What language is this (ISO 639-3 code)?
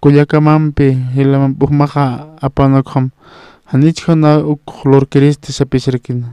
aym